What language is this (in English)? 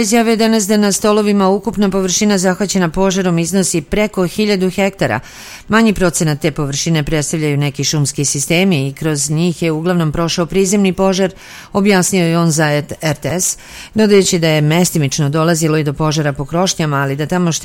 Serbian